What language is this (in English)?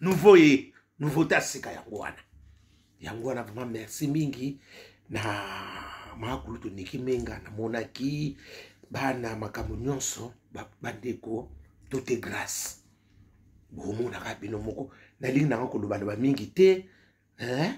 Lingala